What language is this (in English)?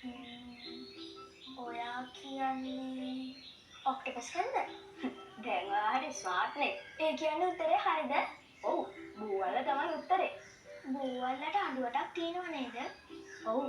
Sinhala